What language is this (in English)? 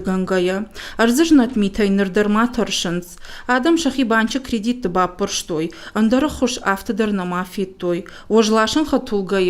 Ossetic